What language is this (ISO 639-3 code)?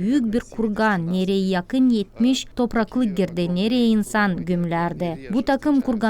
gag